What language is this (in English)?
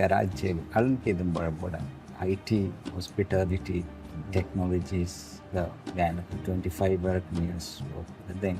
Divehi